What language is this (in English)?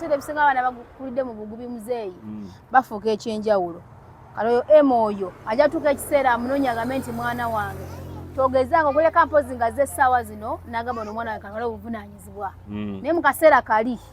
Ganda